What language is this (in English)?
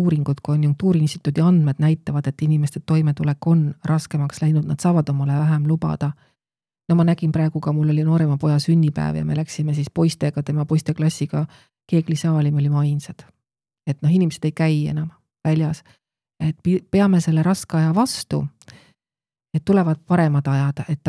Estonian